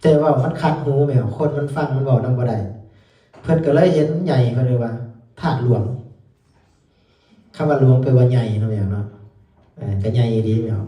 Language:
Lao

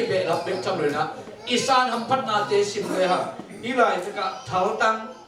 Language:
Tedim Chin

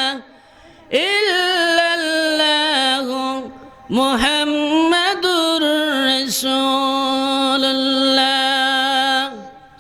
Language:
Sylheti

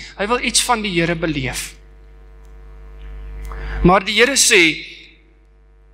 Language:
Afrikaans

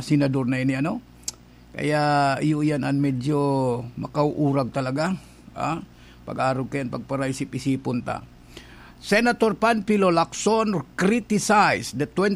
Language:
Bikol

